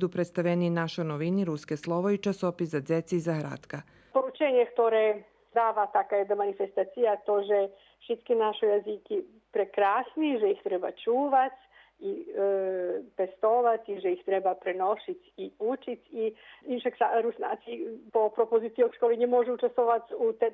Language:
Rusyn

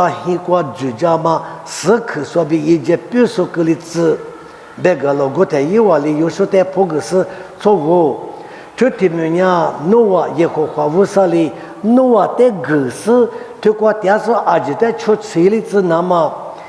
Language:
Lisu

